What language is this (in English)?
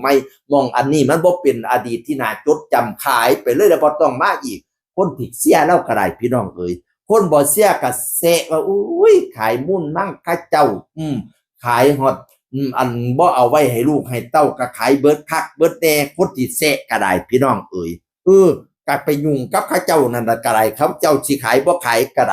Northeastern Thai